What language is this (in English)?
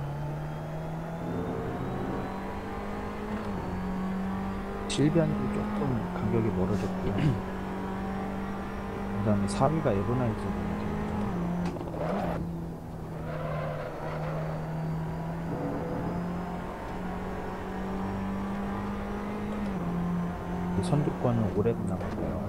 Korean